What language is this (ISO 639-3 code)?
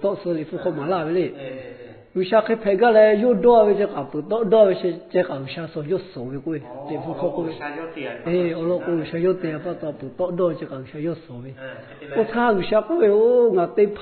lhu